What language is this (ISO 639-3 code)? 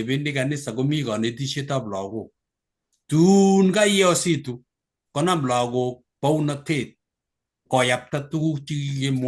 kln